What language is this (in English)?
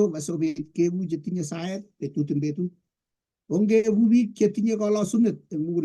Kalenjin